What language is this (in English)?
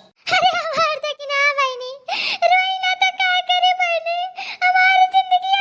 Awadhi